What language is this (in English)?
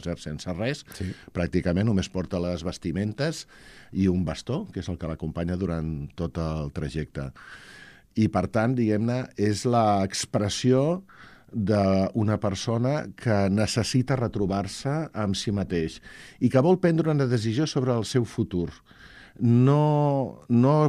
Catalan